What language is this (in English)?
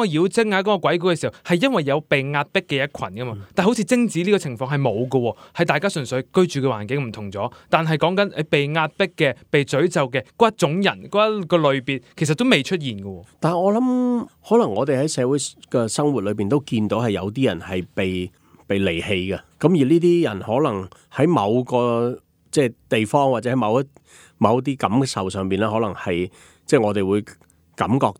Cantonese